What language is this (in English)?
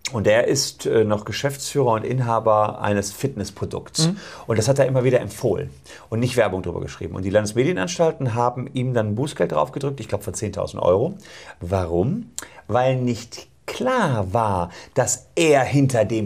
German